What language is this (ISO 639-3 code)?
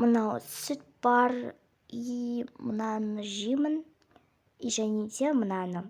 kaz